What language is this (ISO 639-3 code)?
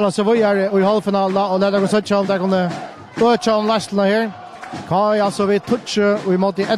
fao